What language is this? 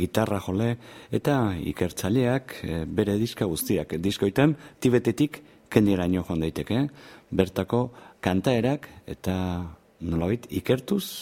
Basque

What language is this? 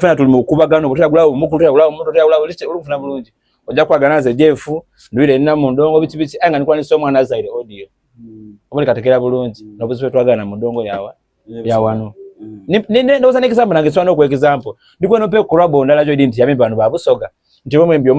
Soga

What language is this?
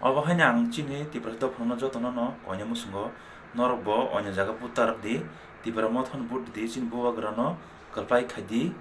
Kok Borok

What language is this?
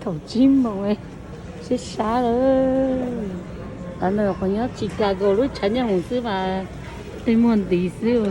Hmong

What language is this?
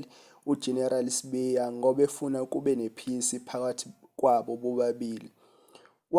Zulu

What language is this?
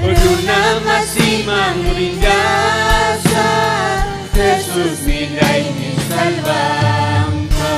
Ayacucho Quechua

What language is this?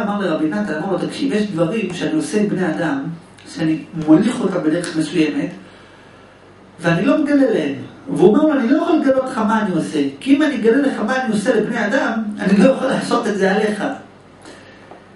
Hebrew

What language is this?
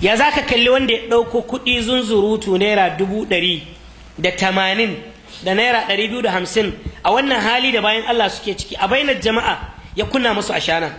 Hausa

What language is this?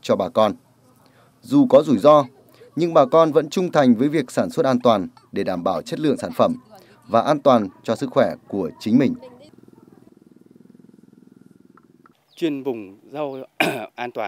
Vietnamese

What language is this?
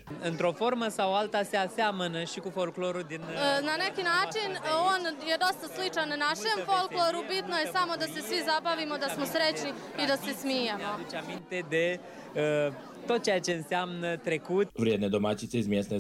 Serbian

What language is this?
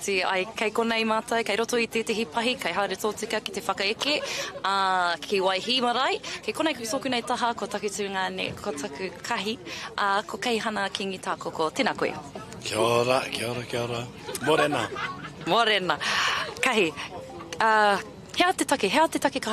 Māori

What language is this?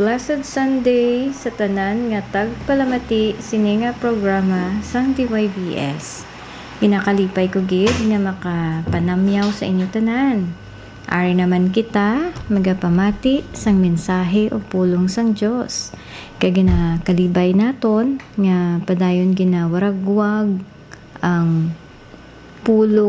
Hiligaynon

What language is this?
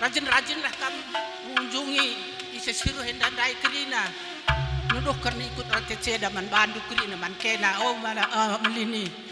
Batak Karo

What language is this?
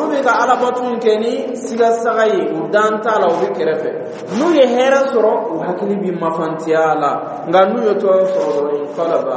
Dyula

